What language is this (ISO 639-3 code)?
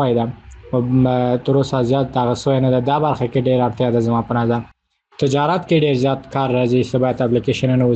pus